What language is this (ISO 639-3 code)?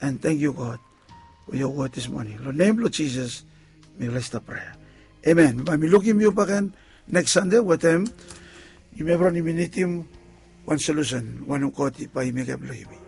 bis